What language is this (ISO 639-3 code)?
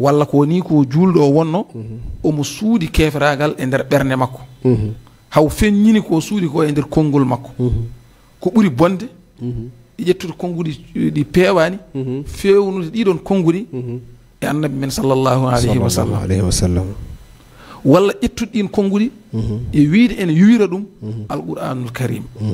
ful